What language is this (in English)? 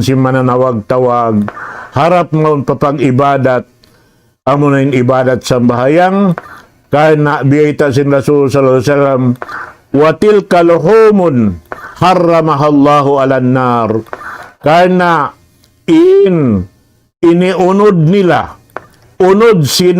Tausug